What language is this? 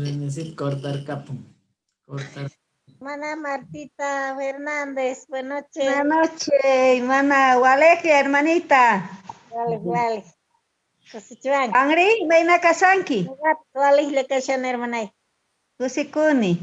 Quechua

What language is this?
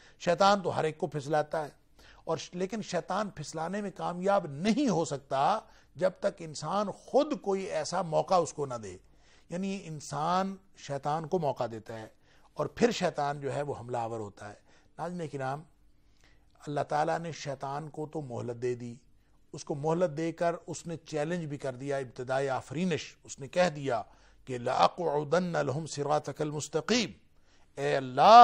Urdu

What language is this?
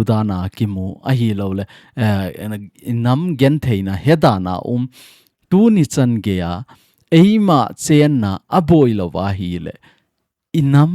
Thado Chin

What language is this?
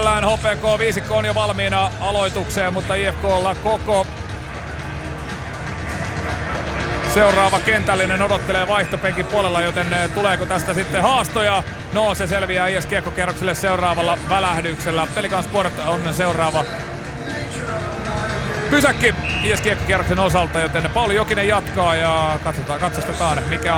Finnish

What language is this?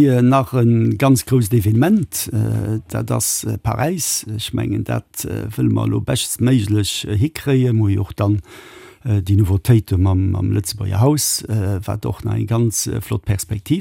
Luxembourgish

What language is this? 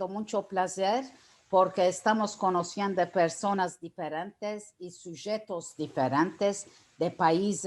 Ladino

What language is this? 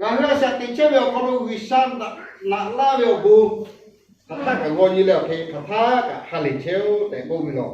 Lahu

